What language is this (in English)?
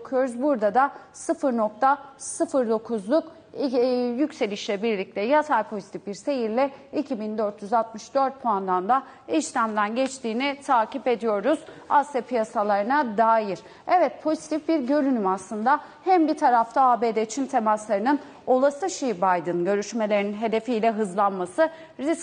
Turkish